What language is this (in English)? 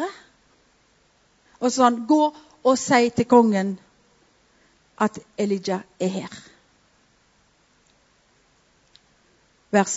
Norwegian